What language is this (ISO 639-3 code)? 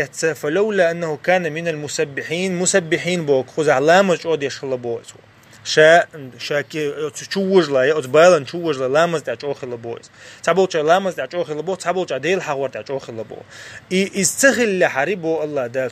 che